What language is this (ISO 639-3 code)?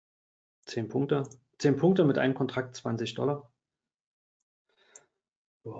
deu